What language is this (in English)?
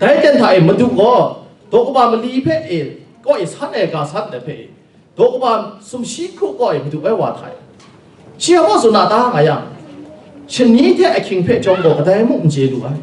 Kachin